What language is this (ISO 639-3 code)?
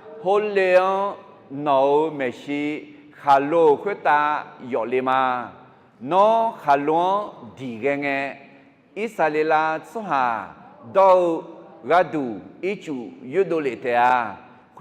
ahk